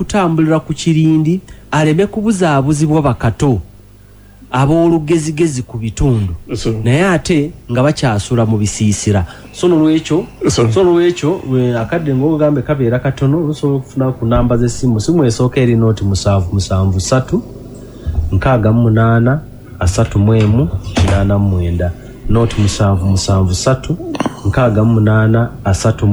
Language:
Ganda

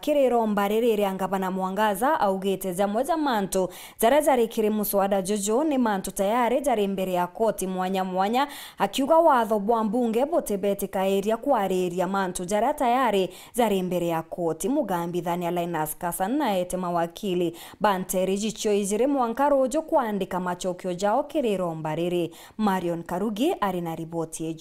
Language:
Meru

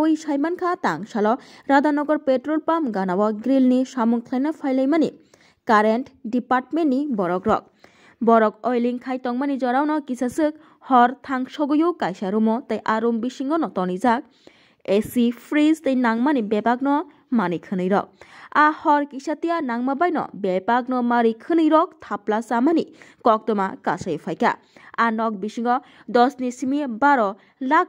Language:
Kok Borok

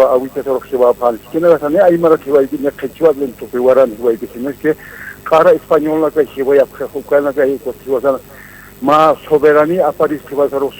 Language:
Aymara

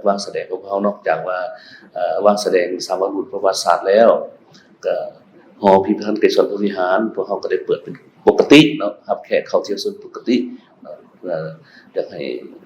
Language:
Lao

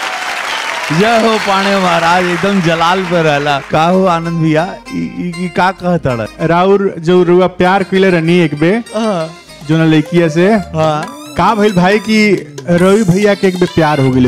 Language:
Bhojpuri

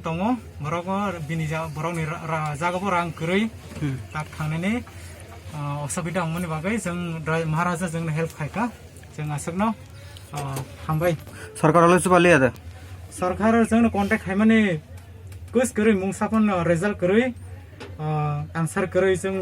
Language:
Kok Borok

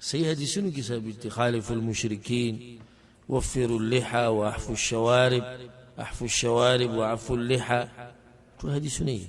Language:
Pashto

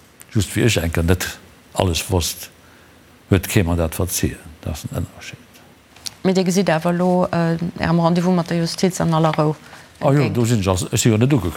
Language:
Luxembourgish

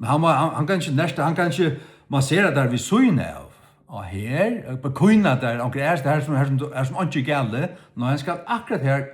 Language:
Faroese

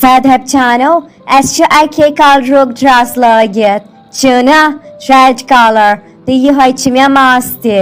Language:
Kashmiri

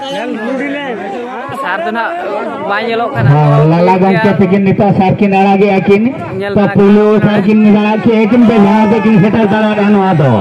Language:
Santali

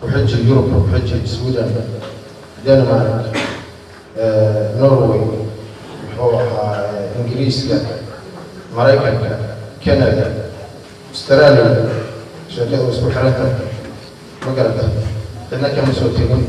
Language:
Somali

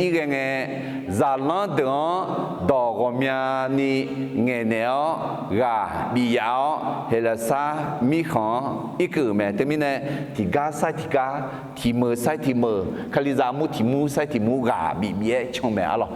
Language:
Akha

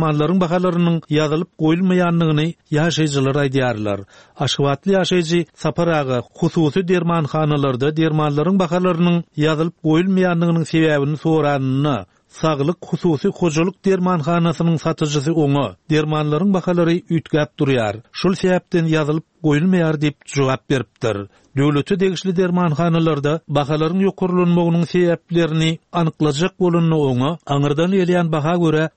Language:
Turkmen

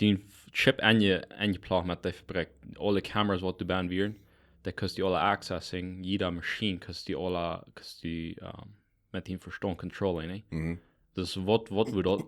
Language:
Plautdietsch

